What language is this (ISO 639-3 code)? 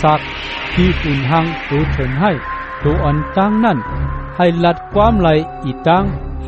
shn